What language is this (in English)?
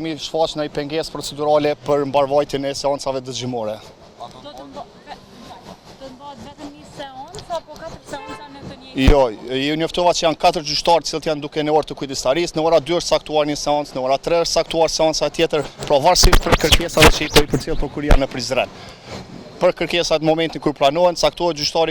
Albanian